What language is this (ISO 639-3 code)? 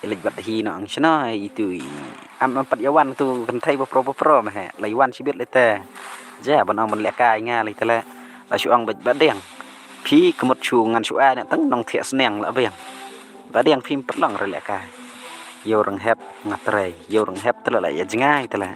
kha